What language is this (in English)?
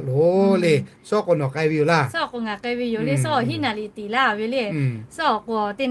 Lahu